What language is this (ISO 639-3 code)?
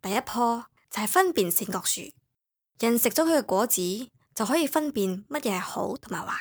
yue